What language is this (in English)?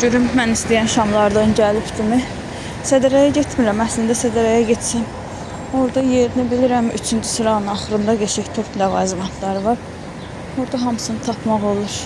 Azerbaijani